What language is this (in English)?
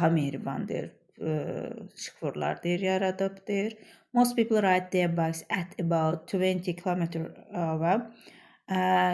Azerbaijani